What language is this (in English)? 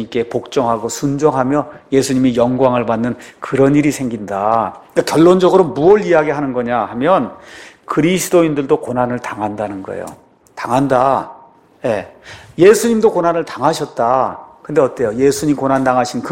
Korean